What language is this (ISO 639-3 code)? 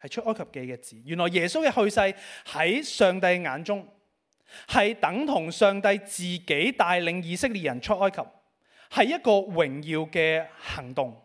yue